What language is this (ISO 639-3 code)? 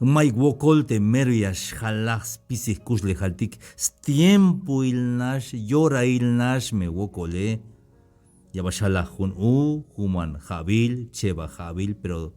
tzh